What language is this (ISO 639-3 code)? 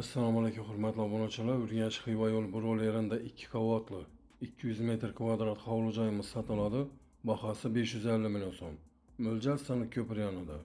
uzb